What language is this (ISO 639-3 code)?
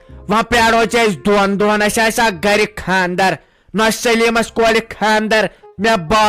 kas